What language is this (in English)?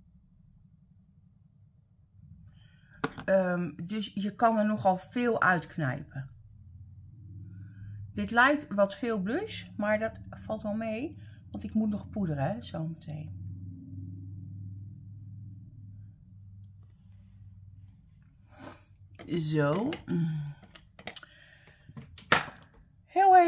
Dutch